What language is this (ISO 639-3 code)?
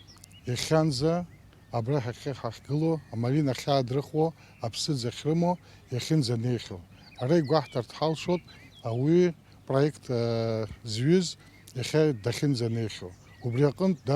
abk